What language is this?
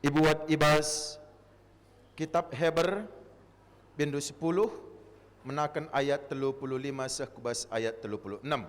Batak Karo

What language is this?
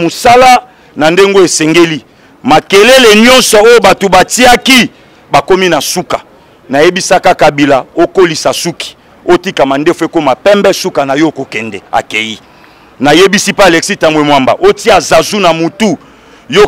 Lingala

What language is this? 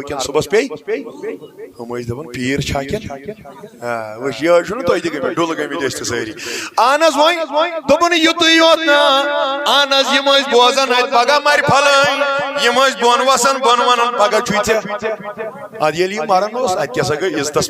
Kashmiri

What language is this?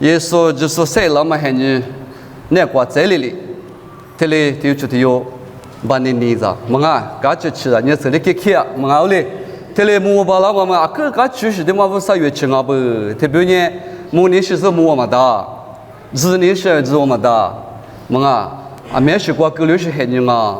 Lisu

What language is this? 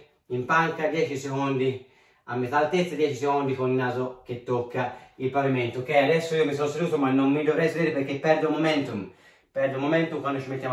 Italian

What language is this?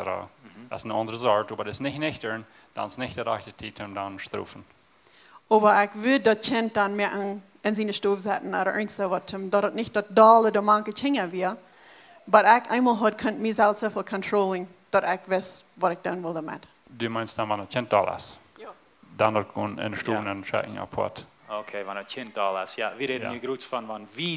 Plautdietsch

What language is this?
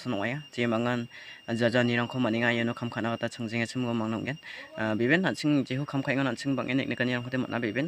Garo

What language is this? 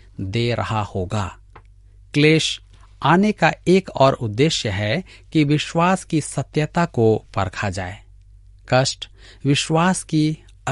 Hindi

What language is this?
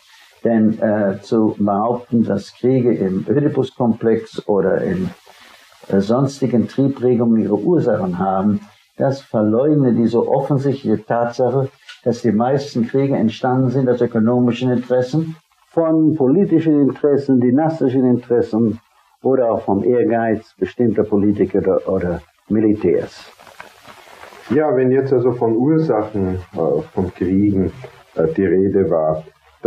German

